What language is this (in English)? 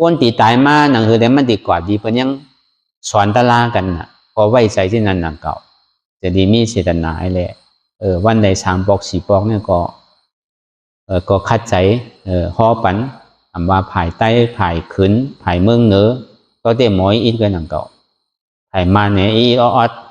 Shan